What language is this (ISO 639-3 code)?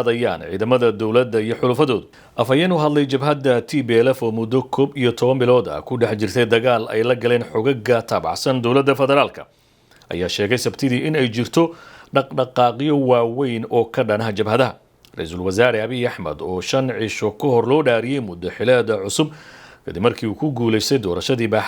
som